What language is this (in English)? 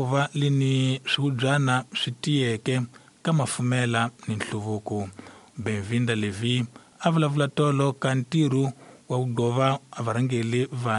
Tsonga